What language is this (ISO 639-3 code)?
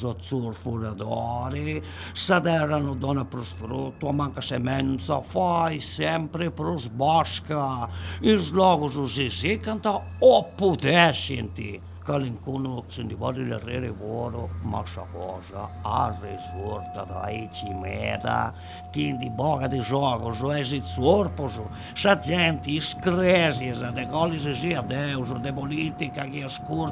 srd